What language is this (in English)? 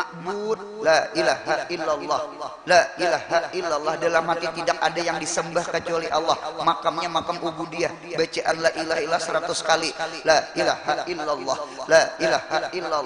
Banjar